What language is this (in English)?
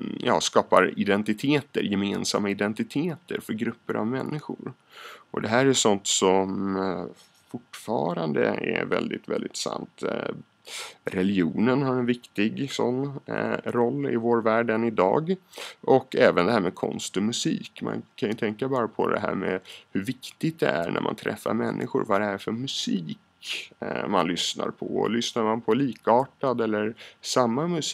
Swedish